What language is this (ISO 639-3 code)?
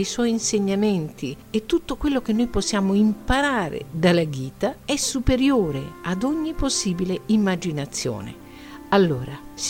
ita